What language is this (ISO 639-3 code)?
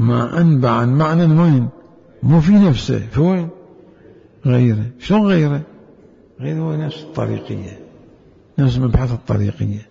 acm